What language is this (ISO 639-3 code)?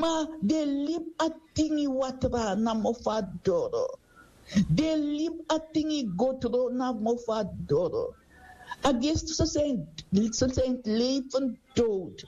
srn